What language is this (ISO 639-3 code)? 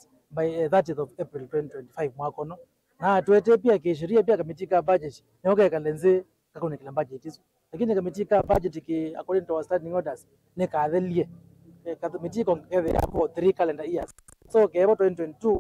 kam